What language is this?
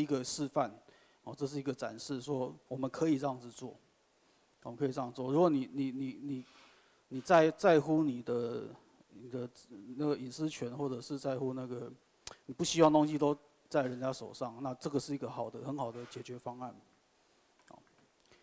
Chinese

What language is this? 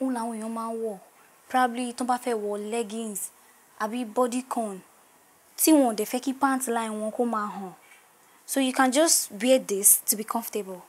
Yoruba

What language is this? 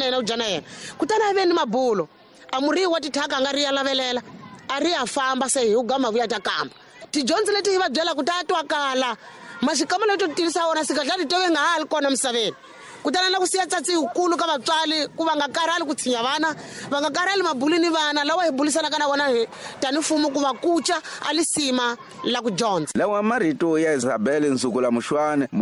Tsonga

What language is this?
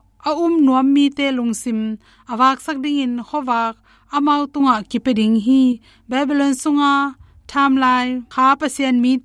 Tedim Chin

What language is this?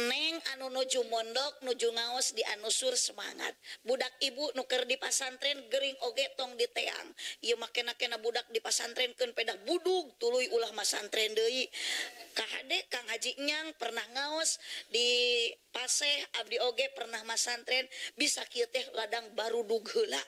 Sundanese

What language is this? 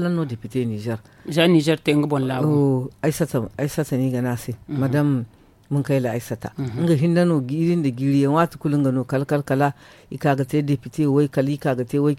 Zarma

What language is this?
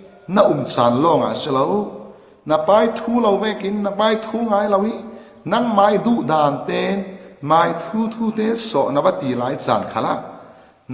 Falam Chin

